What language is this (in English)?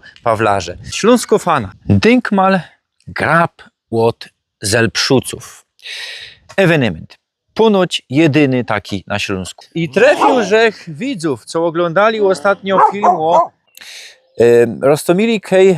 Silesian